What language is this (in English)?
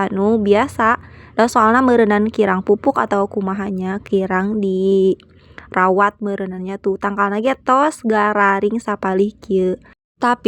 Sundanese